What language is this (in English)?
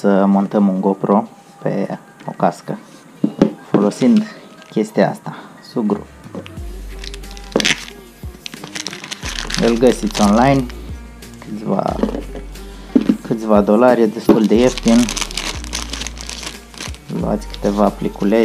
Romanian